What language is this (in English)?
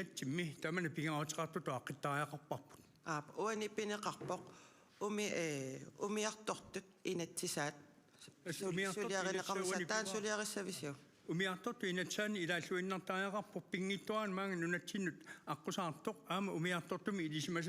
Kalaallisut